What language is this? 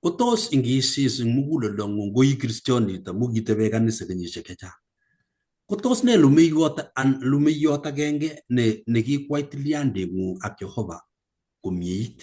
Kalenjin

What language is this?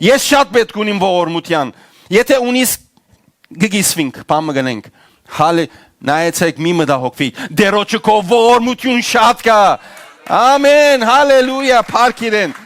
Western Armenian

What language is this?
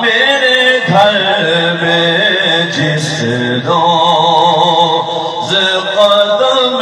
Saraiki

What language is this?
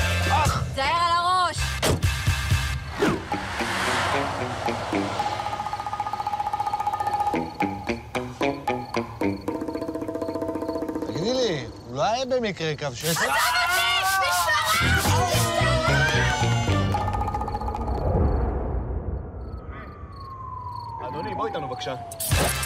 Hebrew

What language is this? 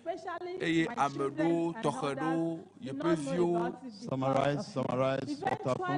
Ewe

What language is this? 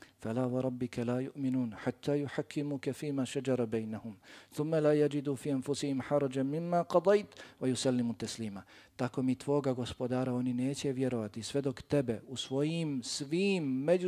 Bosnian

